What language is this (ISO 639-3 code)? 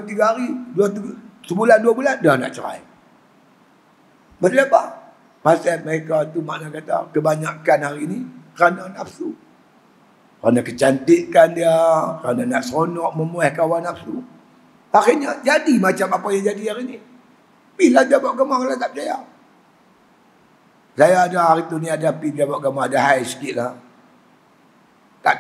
msa